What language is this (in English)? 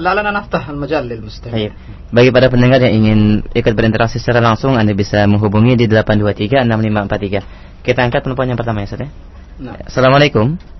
Indonesian